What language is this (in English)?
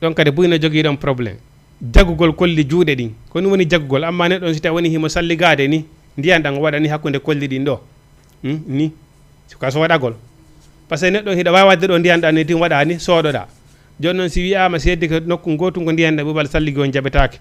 Fula